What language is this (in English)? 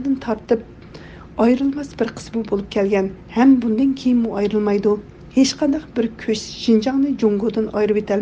Uyghur